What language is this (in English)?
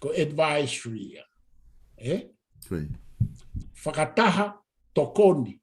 Tongan